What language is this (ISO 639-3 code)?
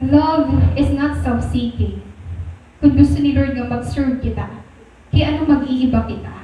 war